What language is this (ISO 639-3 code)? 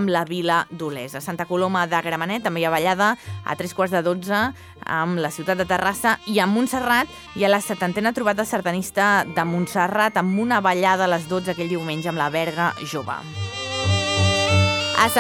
cat